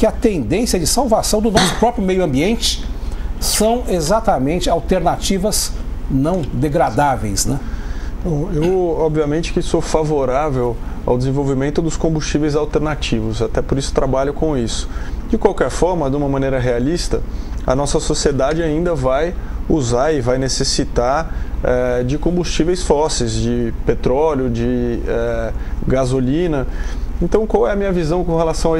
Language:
Portuguese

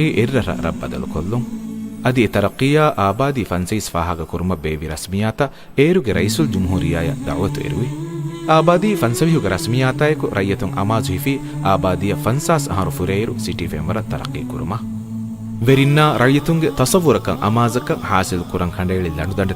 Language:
Divehi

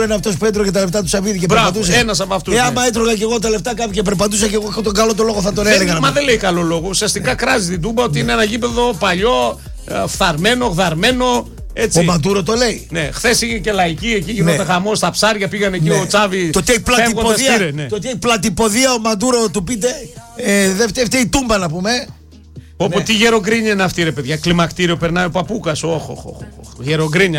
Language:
Greek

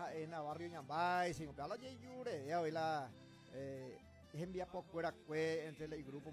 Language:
Guarani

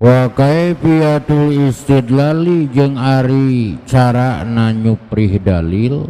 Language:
Sundanese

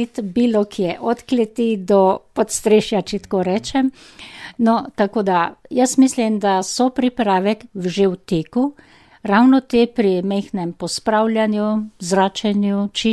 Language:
Slovenian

